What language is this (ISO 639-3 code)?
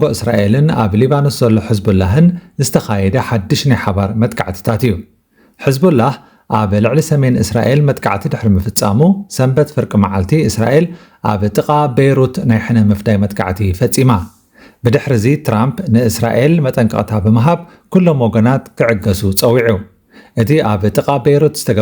tir